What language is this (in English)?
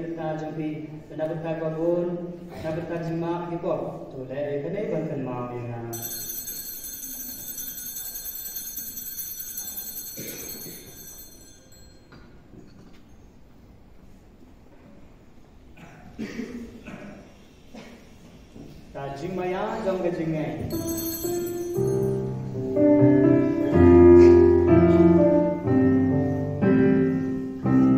Malay